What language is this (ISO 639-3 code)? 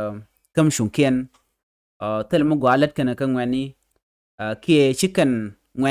nus